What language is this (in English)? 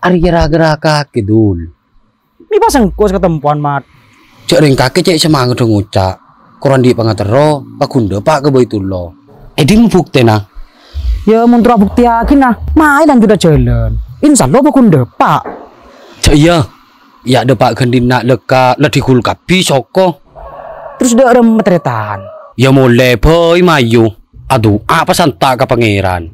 Madurese